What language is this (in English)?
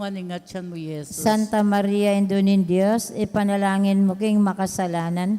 Pampanga